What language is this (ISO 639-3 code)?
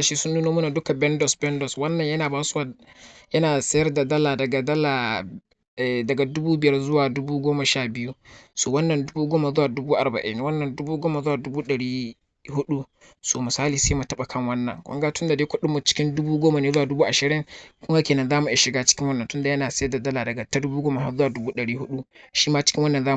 hau